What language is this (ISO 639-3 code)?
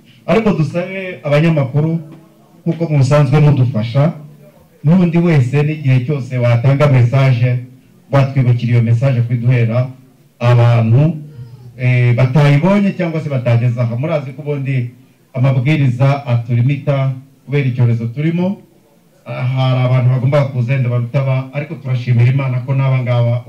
kin